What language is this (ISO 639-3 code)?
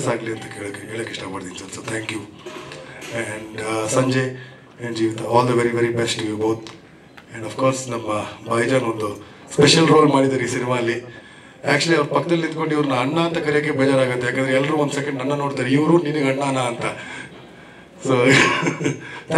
kan